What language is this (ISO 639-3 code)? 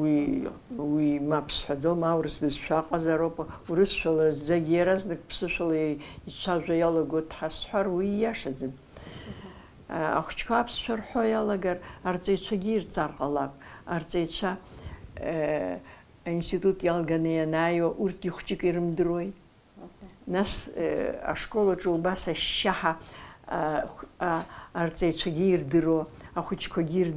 abk